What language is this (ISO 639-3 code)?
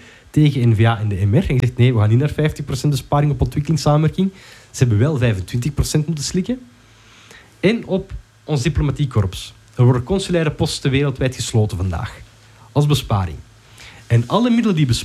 nld